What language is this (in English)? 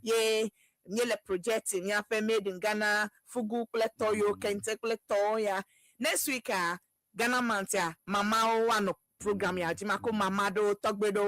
Ewe